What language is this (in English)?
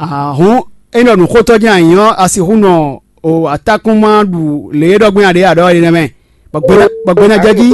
Fon